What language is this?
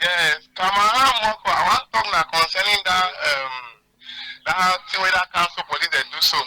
Cameroon Pidgin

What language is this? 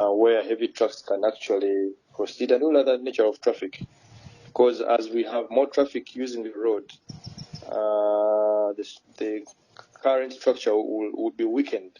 Nyankole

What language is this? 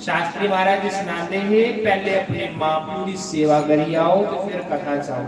Dogri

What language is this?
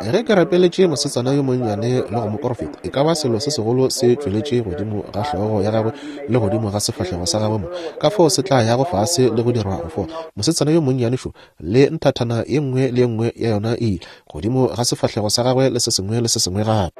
Northern Sotho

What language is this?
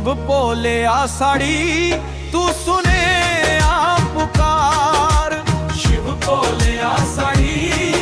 Dogri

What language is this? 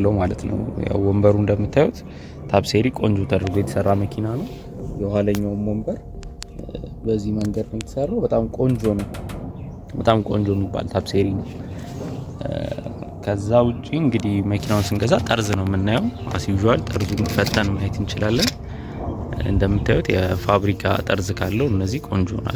Amharic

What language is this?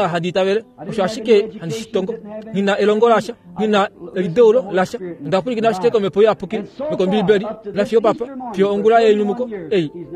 Kuanyama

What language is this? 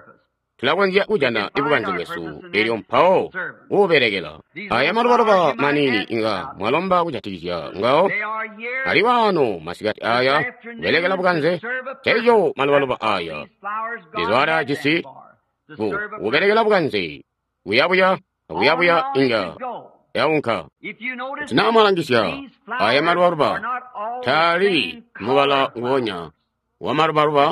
Tonga (Zambia)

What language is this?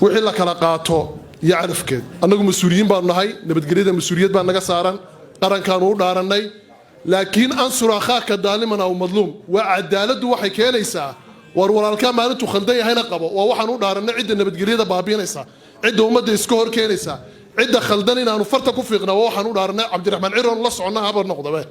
Somali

